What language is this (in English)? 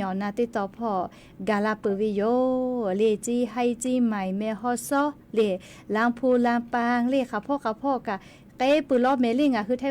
Lahu